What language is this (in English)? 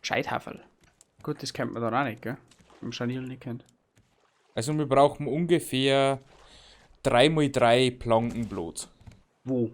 Bavarian